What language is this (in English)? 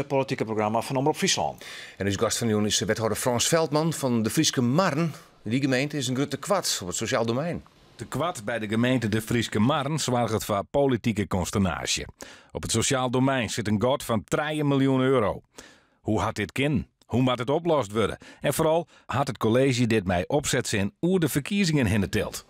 Western Frisian